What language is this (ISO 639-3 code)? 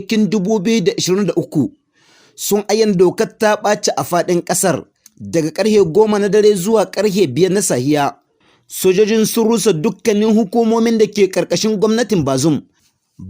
hau